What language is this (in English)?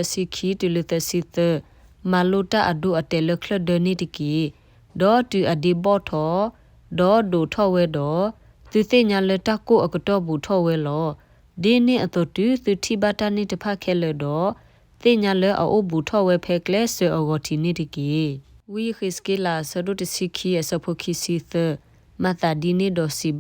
S'gaw Karen